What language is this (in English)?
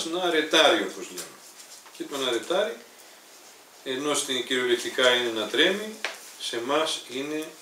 Greek